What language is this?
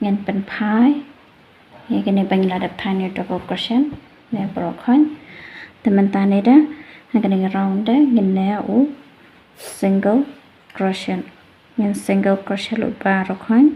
Khasi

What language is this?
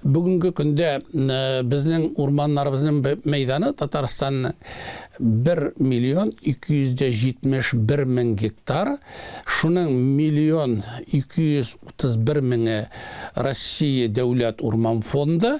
Tatar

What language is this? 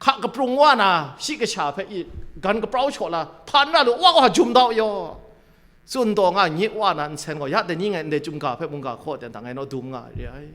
Kachin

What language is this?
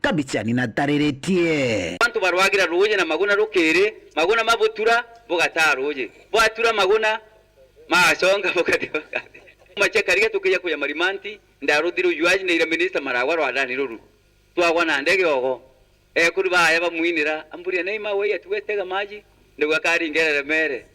Meru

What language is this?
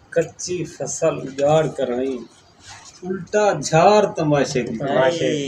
Saraiki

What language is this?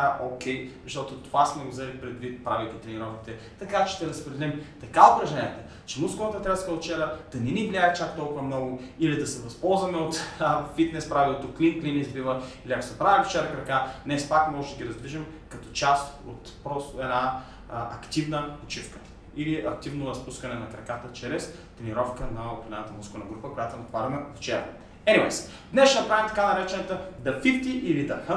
Bulgarian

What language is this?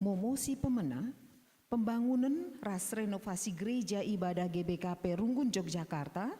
Batak Karo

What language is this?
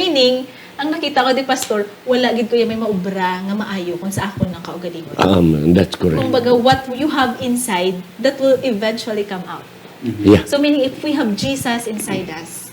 Hiligaynon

